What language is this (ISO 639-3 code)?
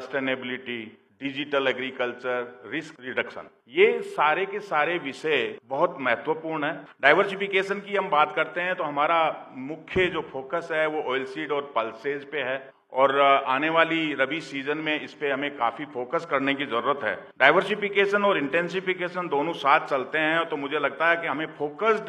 hin